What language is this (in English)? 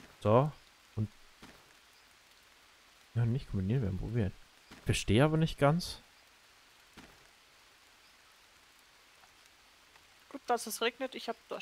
German